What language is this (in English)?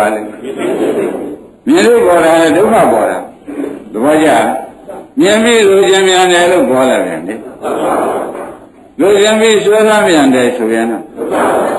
Burmese